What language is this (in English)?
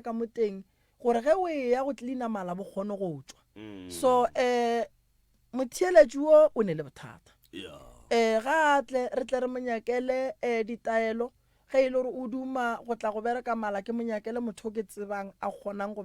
Northern Sotho